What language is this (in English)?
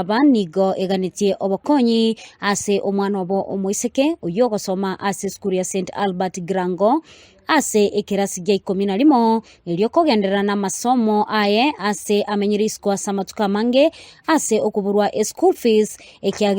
Gusii